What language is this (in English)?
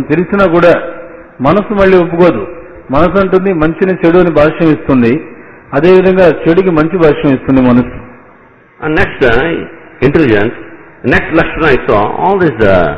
Telugu